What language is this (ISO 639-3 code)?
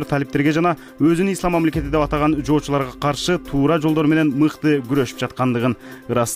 kir